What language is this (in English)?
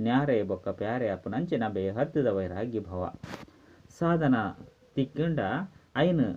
Tulu